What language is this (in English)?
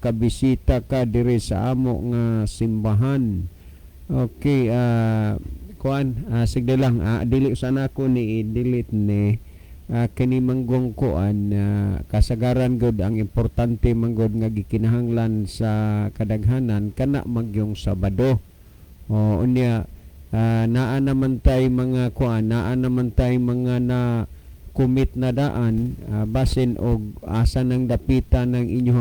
Cebuano